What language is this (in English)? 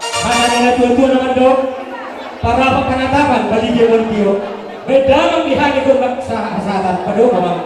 Batak Toba